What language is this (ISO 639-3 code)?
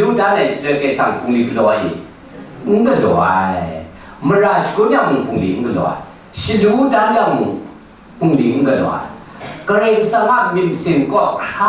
kac